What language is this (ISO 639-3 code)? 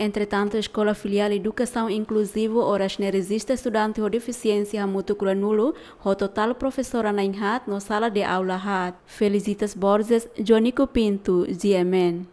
tet